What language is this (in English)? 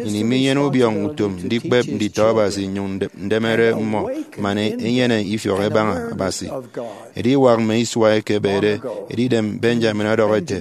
Efik